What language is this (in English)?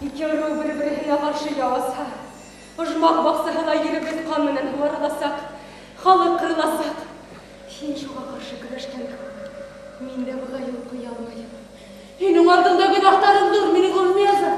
Bashkir